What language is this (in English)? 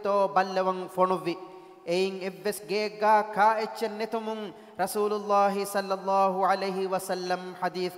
Divehi